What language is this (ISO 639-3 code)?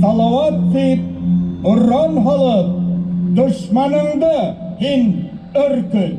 bak